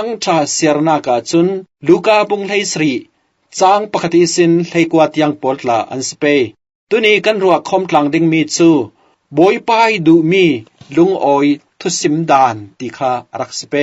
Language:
Falam Chin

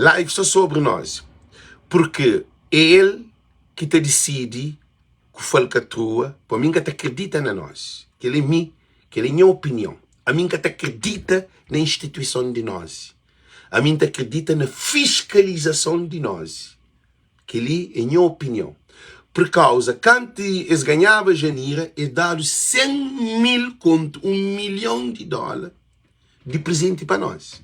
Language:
Kabuverdianu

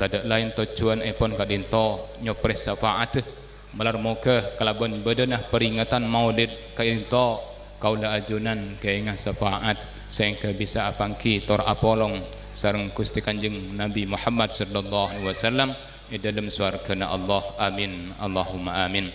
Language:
Madurese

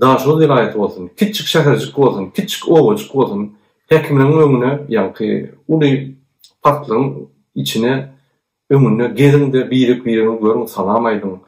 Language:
Turkmen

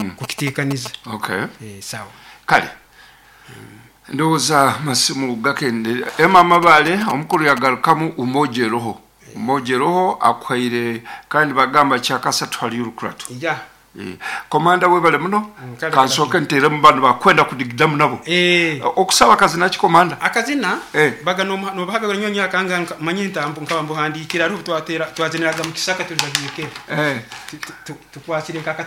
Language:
Nyoro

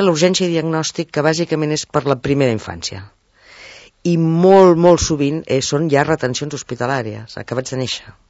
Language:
Catalan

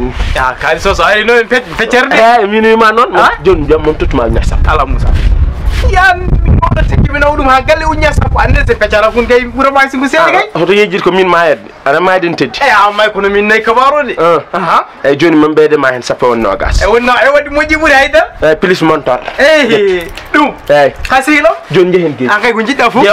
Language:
Fula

